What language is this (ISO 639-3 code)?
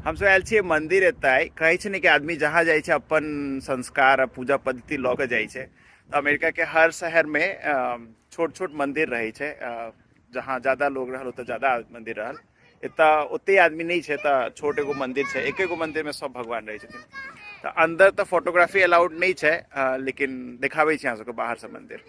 mai